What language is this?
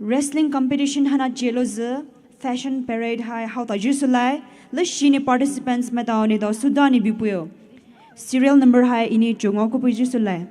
Poumei Naga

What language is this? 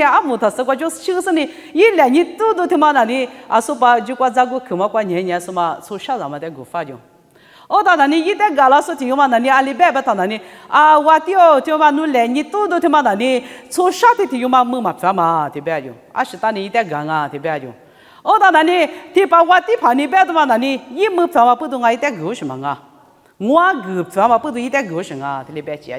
Lisu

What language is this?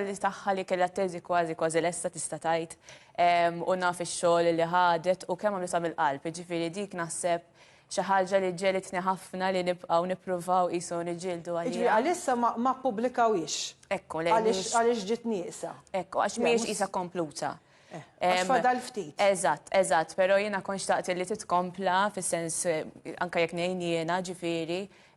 Maltese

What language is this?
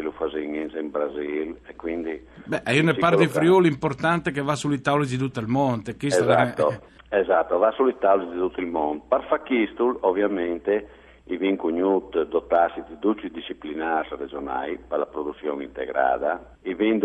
Friulian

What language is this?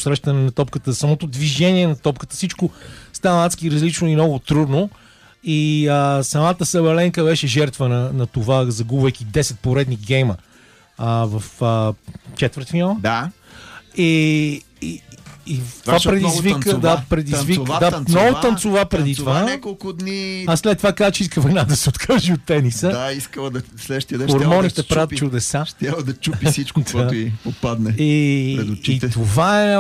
Bulgarian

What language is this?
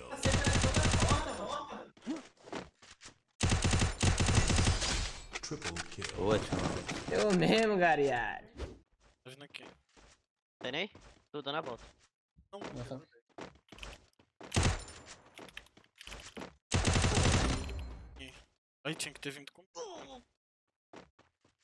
Portuguese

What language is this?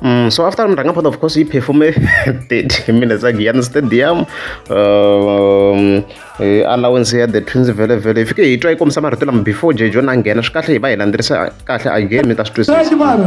Tsonga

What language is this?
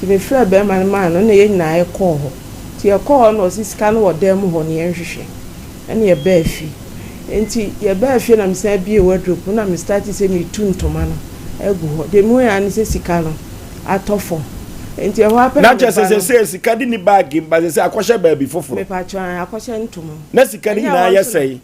Akan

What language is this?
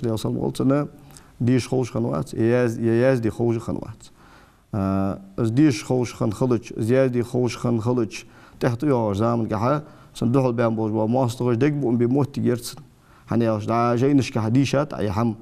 Ingush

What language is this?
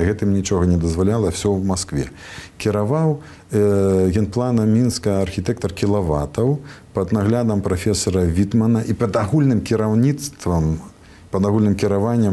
Belarusian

